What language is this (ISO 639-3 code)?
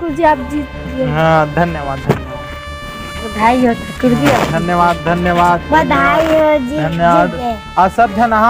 hne